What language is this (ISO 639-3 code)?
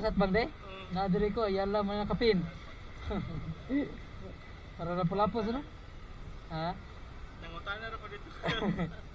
ceb